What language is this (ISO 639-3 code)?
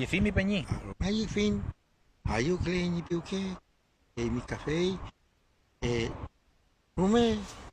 arn